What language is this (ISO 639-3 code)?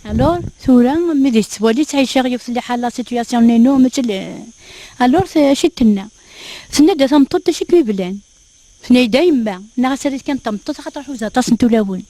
kab